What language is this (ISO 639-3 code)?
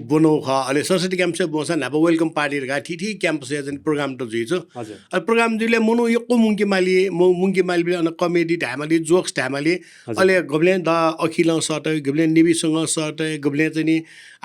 new